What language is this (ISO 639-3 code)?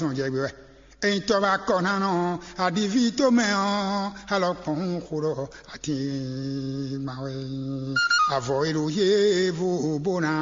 fon